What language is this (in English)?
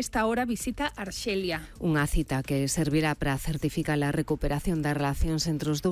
Galician